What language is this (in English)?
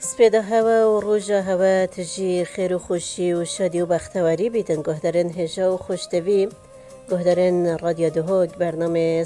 Kurdish